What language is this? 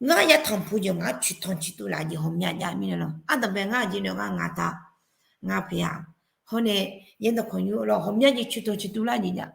Akha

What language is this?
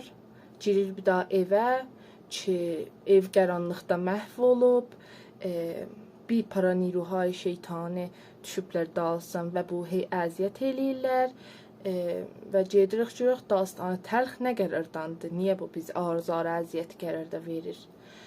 South Azerbaijani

